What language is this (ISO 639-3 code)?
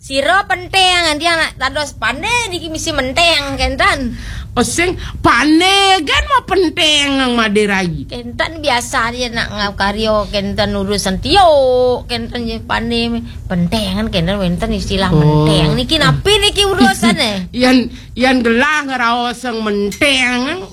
ban